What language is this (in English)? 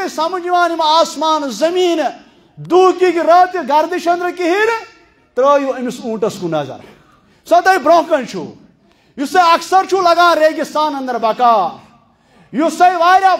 Kashmiri